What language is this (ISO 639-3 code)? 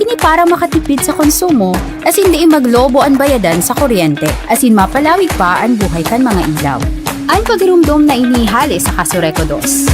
bik